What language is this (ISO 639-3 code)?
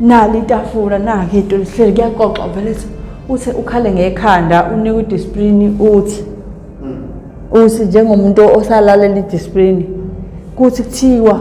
zul